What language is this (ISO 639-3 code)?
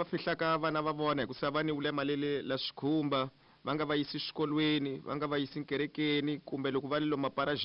tso